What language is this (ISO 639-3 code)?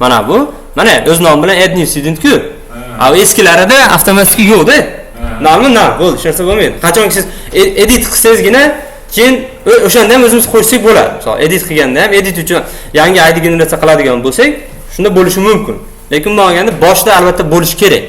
uzb